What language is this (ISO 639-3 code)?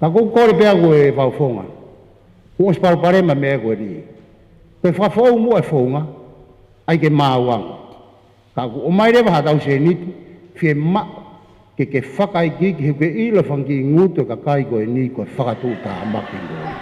ton